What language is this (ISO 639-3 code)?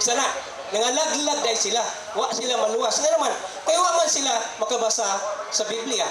ceb